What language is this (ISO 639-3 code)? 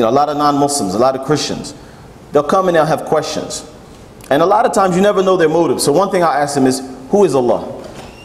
eng